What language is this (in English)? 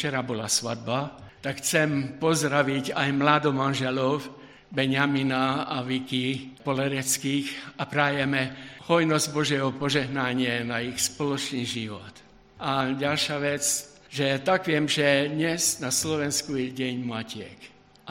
Slovak